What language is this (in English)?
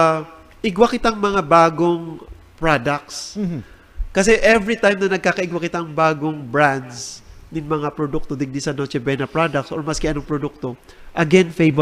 Bikol